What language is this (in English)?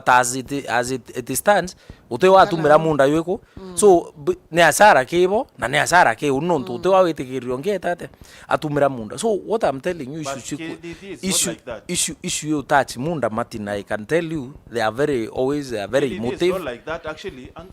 Meru